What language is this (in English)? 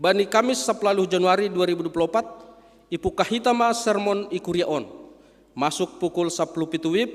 Batak Simalungun